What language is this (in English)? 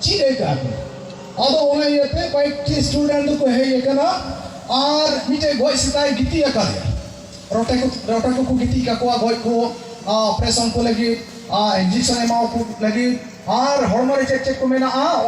Santali